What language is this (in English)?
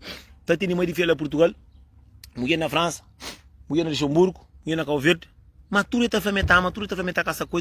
Kabuverdianu